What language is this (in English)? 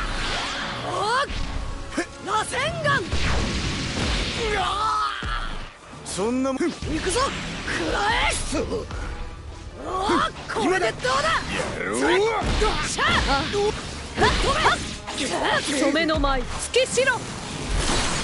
Japanese